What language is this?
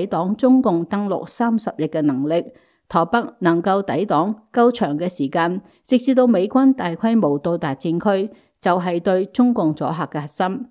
Cantonese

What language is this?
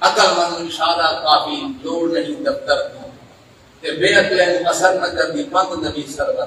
Saraiki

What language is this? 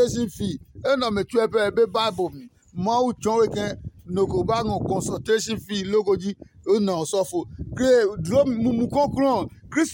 Adangme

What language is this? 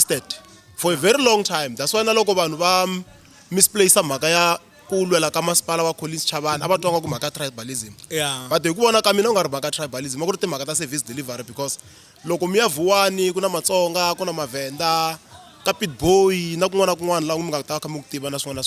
Tsonga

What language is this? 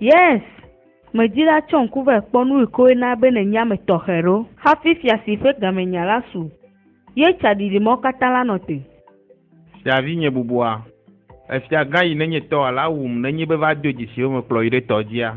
Ewe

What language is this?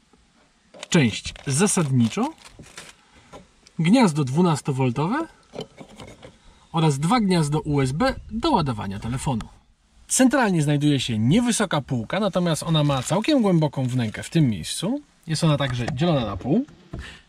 Polish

